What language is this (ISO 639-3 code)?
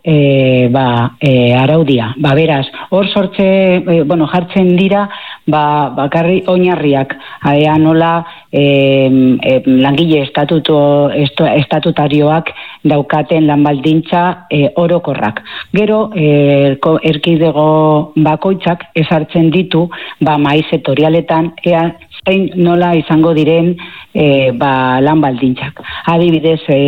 eus